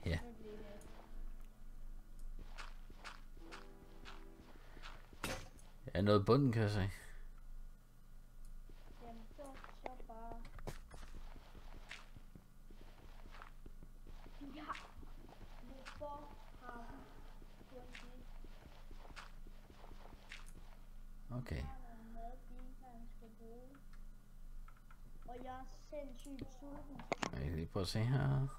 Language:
Danish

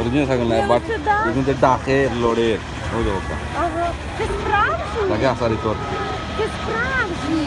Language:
Sylheti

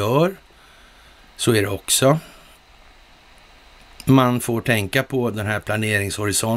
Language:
Swedish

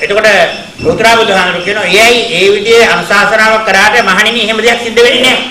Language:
Sinhala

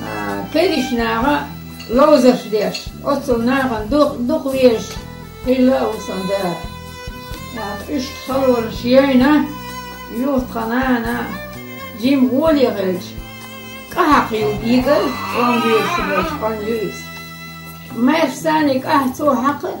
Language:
Chechen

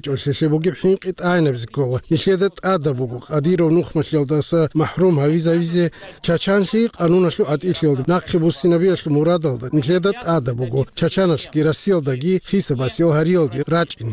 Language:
Avaric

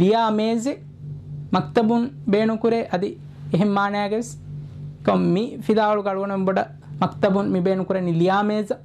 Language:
Divehi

